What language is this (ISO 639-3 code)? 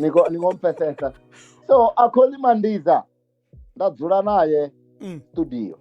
ven